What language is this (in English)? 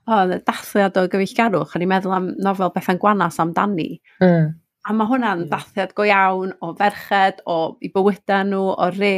Welsh